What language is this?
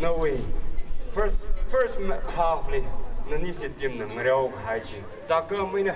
Tangkhul Naga (India)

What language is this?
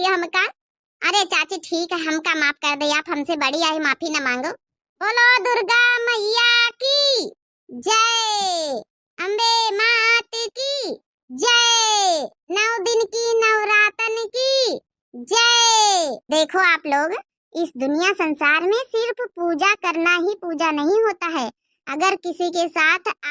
Awadhi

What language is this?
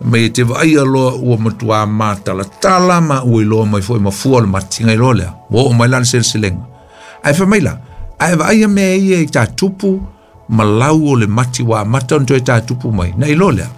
Samoan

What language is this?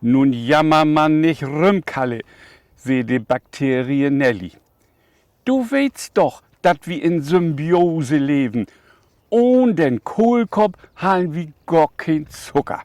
Low German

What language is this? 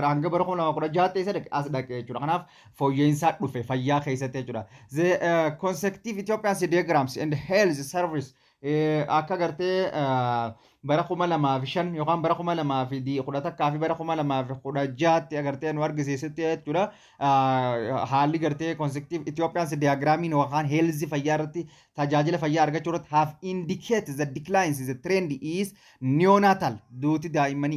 Oromo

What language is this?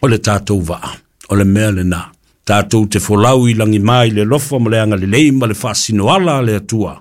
Samoan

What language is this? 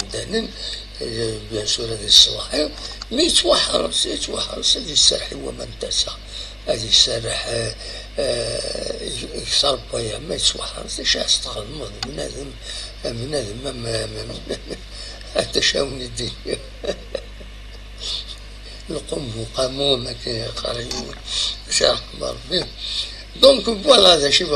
Kabyle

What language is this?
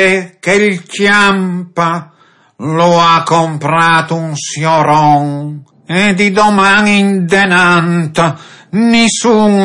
Friulian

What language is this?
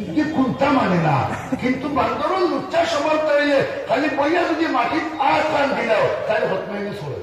Sylheti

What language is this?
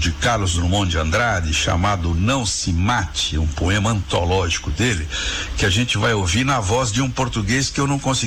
Portuguese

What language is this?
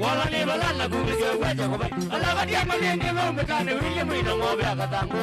Kamba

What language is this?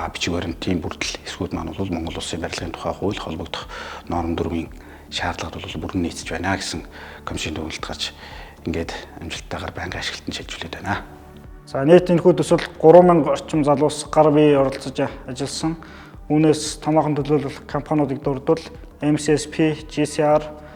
Mongolian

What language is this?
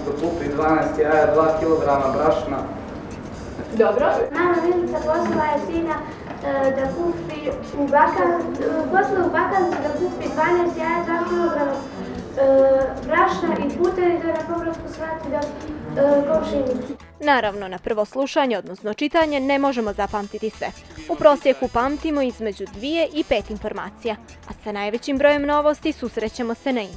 Bosnian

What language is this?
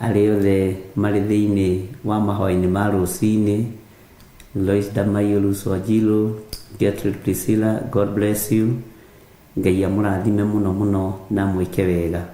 Kikuyu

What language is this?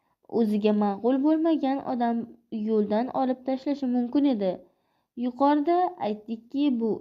Uzbek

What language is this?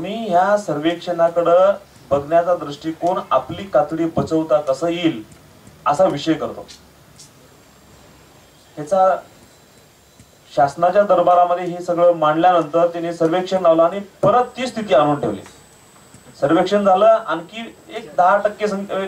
Marathi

